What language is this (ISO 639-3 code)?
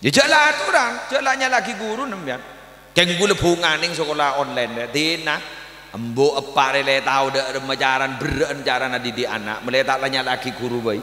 mad